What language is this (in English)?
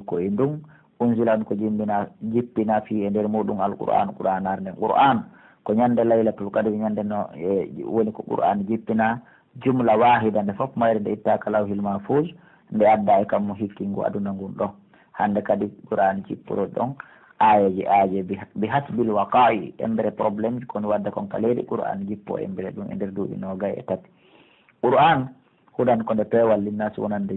Pular